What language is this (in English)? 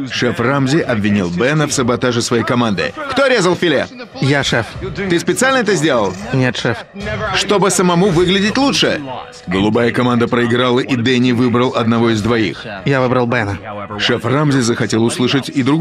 Russian